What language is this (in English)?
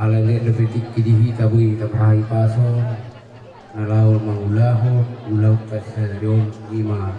Batak Toba